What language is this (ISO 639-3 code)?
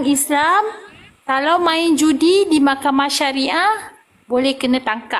msa